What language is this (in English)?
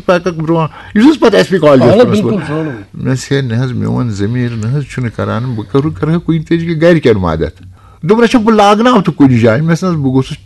Kashmiri